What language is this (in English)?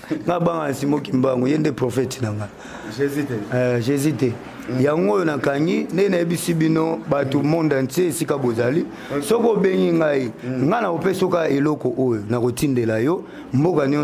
Lingala